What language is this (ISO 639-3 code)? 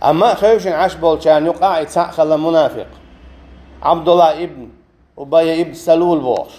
che